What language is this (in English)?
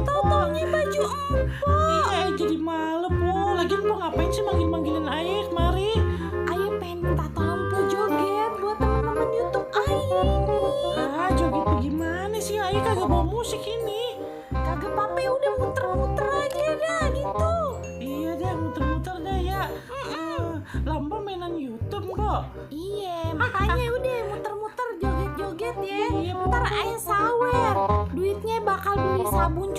Betawi